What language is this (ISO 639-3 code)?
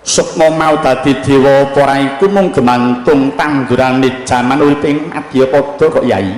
jav